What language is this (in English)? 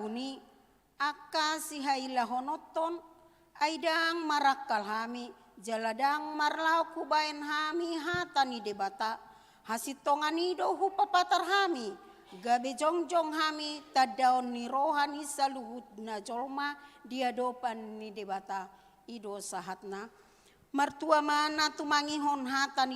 Batak Toba